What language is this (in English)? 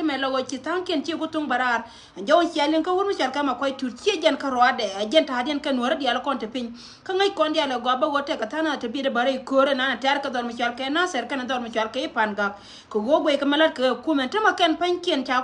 Nuer